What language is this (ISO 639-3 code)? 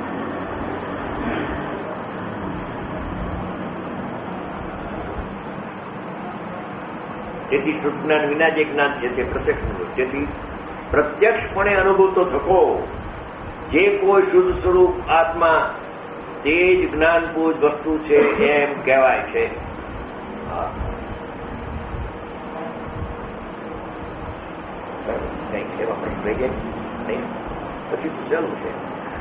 guj